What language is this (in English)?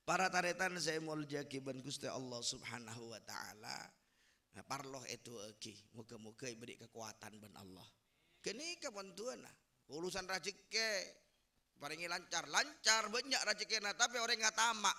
Madurese